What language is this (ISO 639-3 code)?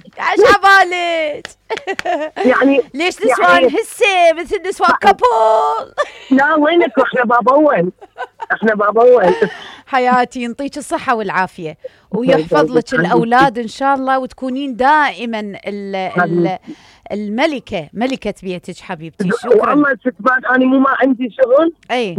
acm